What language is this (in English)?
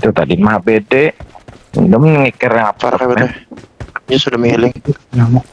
Banjar